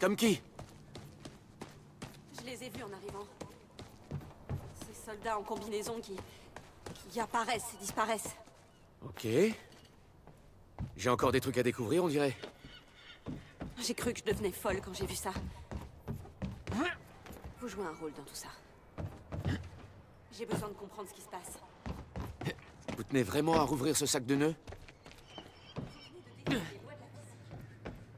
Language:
French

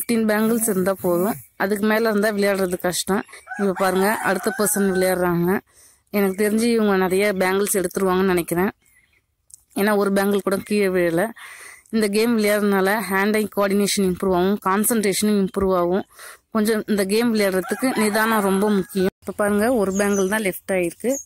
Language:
Tamil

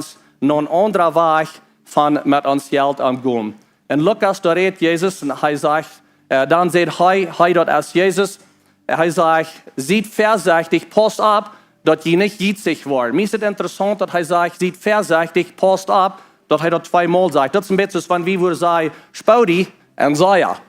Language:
Plautdietsch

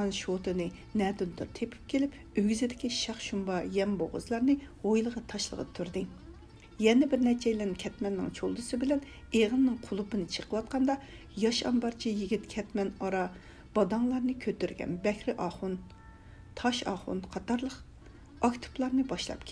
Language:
Uyghur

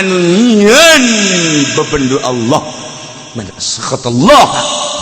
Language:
Sundanese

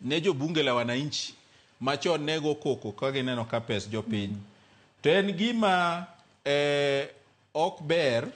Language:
Luo (Kenya and Tanzania)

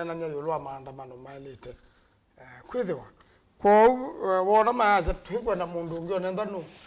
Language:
Kamba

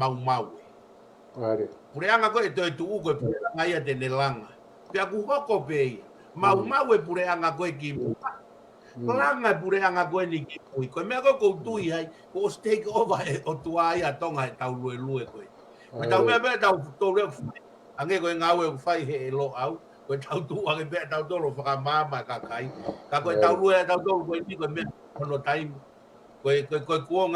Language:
Tongan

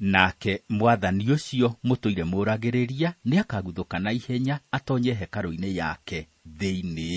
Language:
Kikuyu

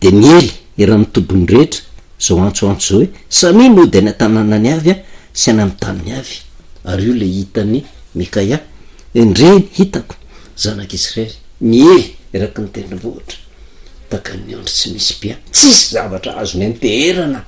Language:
Malagasy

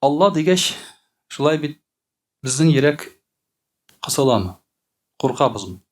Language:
Tatar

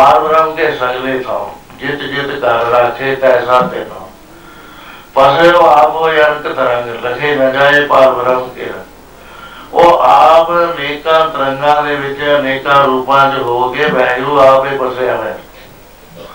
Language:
Punjabi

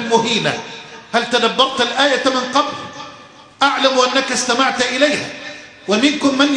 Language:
Arabic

